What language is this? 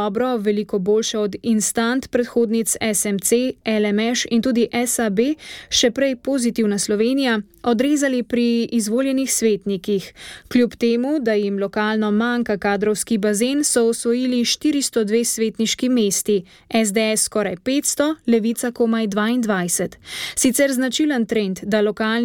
Slovenian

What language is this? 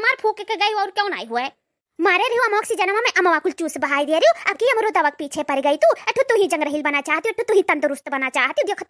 Awadhi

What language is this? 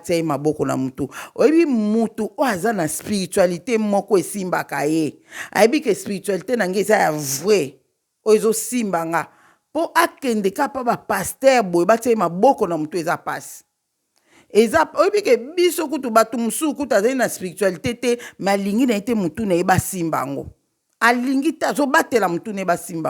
Lingala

